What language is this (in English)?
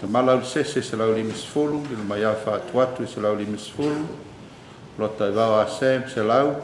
Samoan